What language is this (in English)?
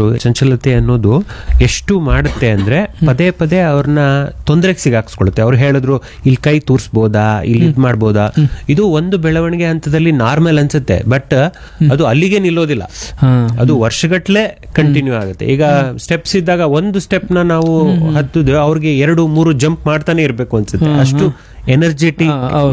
Kannada